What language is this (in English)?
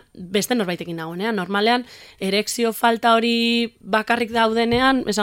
Basque